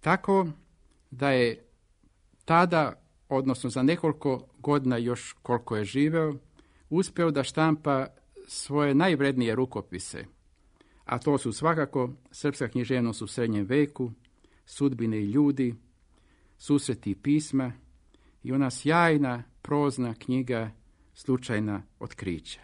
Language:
Serbian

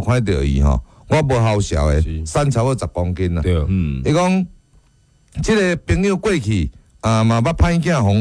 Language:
Min Nan Chinese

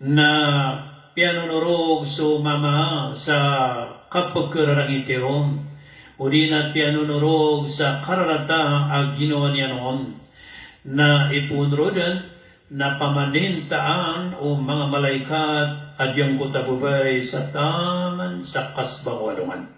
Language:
Maranao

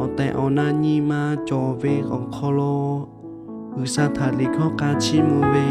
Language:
Lahu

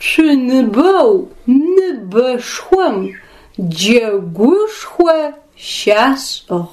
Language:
Adyghe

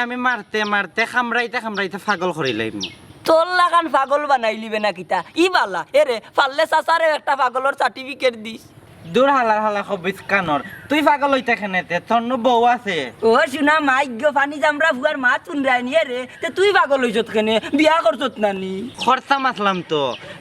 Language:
Sylheti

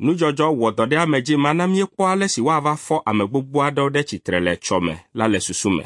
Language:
Ewe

